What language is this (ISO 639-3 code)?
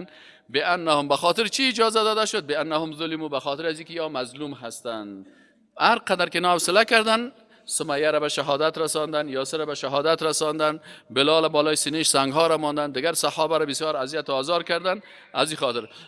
fas